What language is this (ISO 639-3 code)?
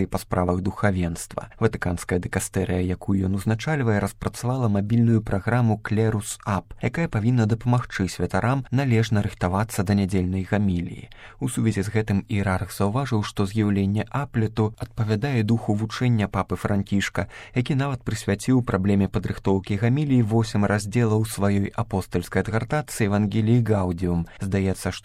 bel